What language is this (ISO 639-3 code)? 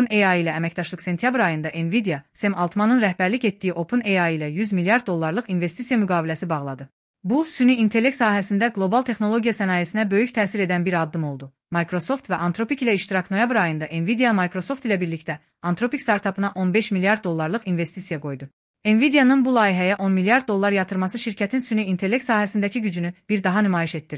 aze